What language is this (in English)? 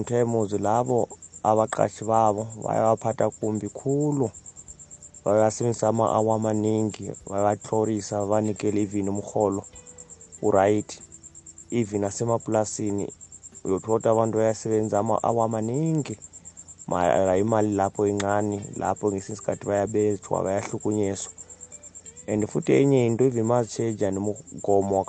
South Ndebele